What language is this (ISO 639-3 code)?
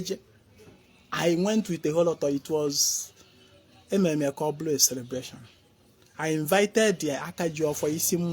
ibo